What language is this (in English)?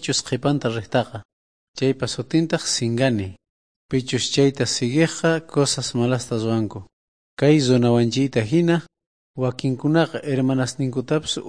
South Bolivian Quechua